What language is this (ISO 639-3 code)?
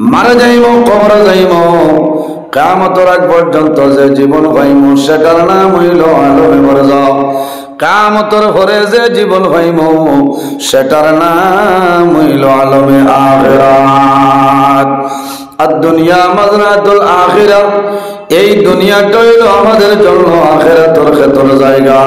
syl